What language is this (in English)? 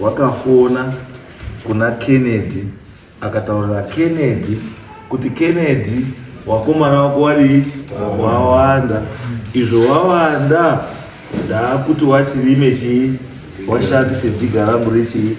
Shona